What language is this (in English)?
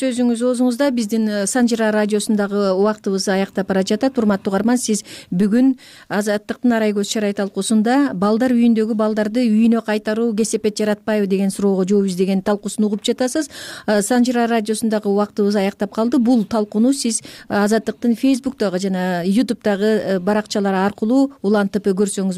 Kyrgyz